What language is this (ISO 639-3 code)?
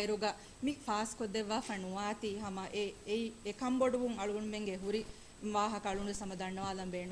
div